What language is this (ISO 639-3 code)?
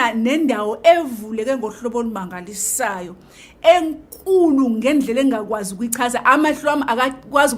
zul